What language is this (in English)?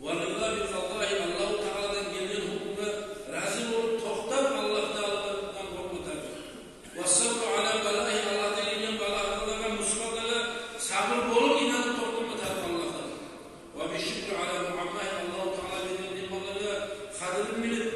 Kumyk